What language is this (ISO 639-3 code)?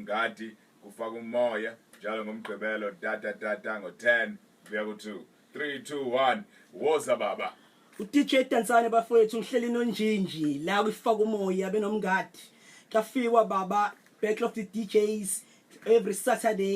zul